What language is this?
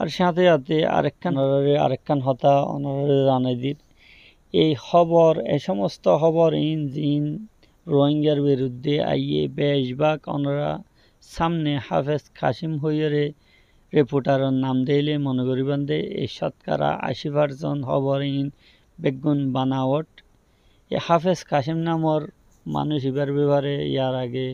Rohingya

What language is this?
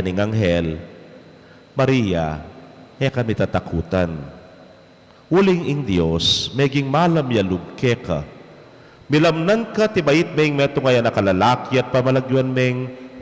Pampanga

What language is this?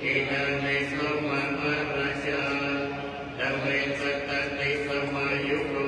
Pali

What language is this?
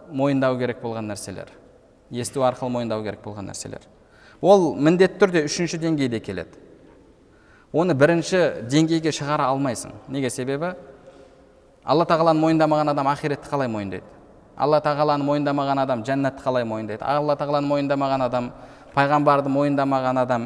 Kazakh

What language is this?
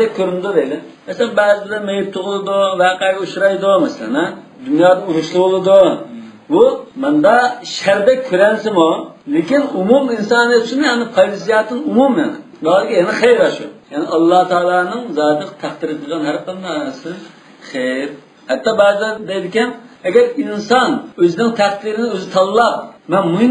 Uyghur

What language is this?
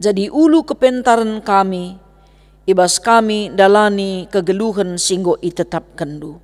Batak Karo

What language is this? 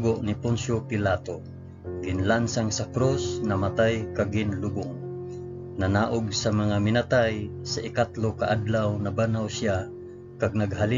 Hiligaynon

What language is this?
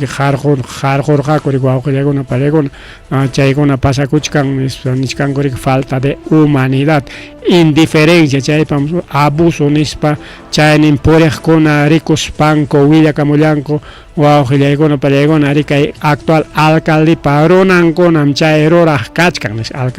Ayacucho Quechua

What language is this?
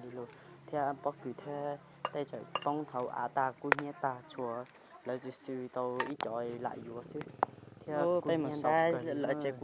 Hmong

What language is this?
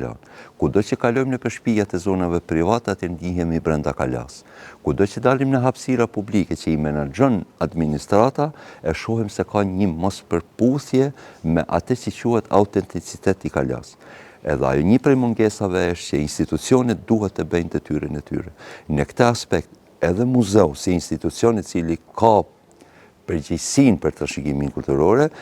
Albanian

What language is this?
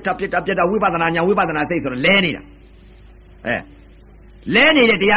Burmese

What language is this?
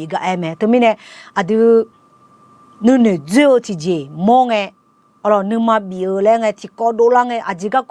Akha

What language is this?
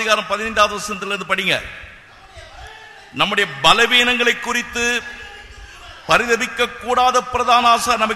Tamil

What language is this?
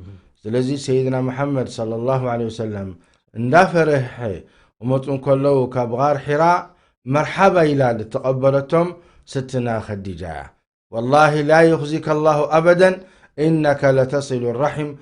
Tigrinya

